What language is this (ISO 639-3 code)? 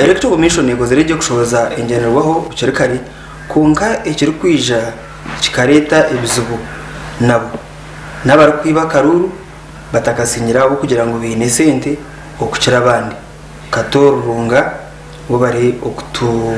nyn